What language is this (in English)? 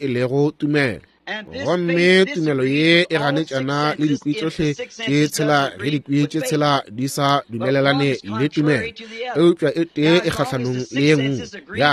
Northern Sotho